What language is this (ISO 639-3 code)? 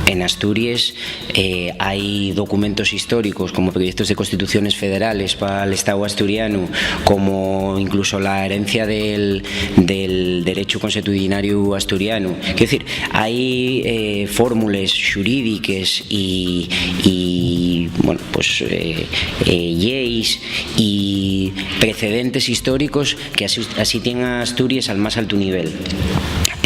ast